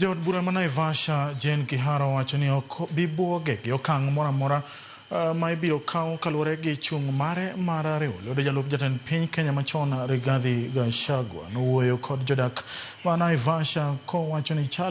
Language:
Luo (Kenya and Tanzania)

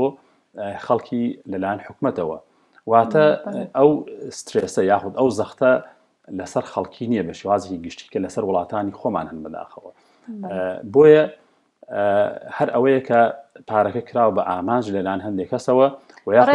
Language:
Central Kurdish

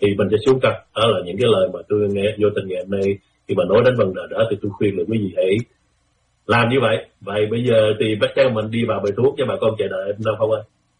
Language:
Vietnamese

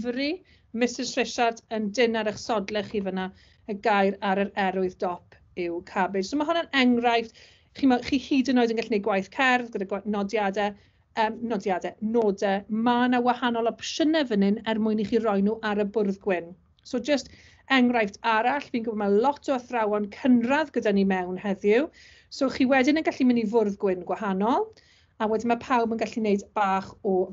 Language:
Welsh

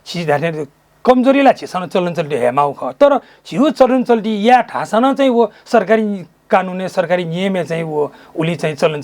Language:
Newari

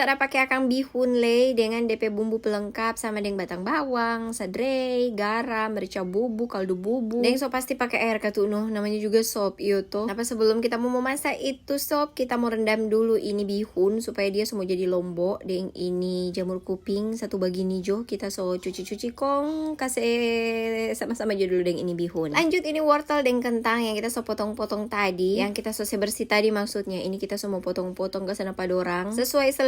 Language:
Manado Malay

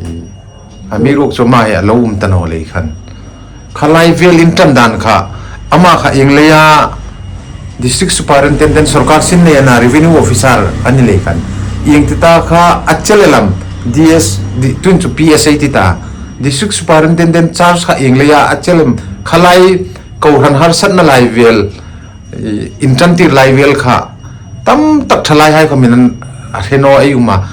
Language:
Hmar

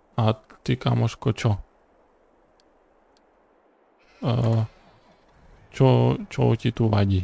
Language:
Slovak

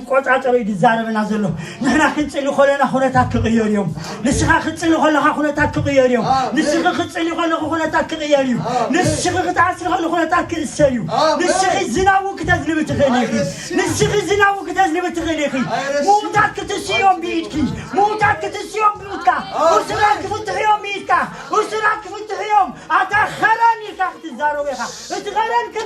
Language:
Tigrinya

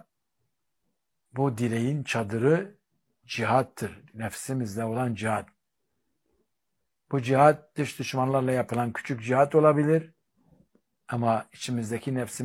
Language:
Turkish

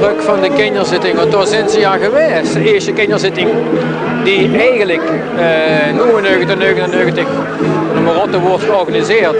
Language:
Limburgish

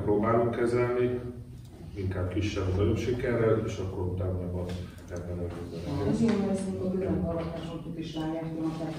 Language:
Hungarian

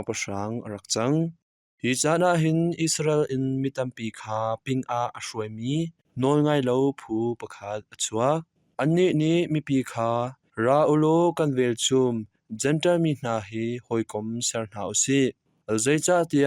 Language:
Hakha Chin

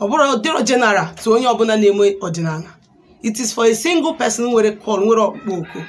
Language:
Igbo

